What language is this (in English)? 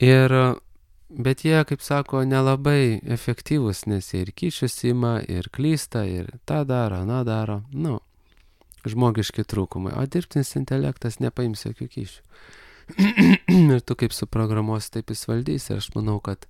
Lithuanian